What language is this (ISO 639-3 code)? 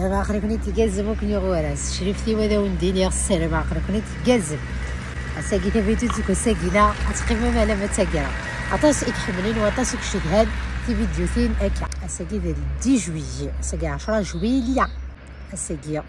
kab